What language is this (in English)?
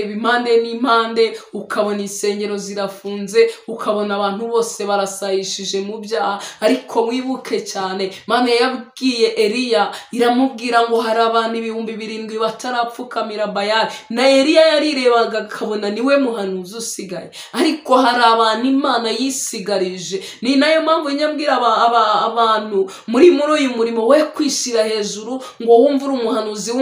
Kinyarwanda